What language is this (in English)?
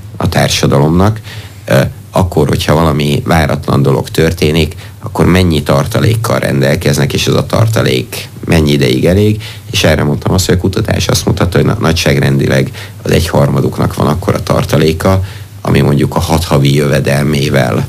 Hungarian